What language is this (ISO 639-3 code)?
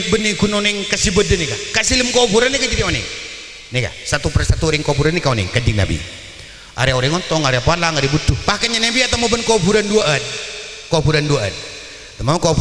mad